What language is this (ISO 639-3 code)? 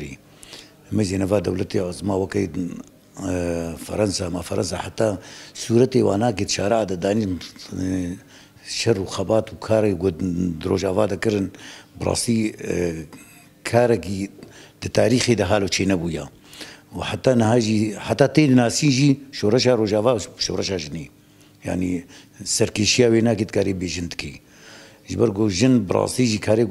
kur